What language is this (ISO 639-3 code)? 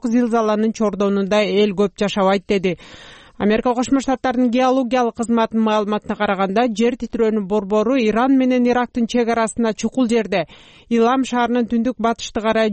kir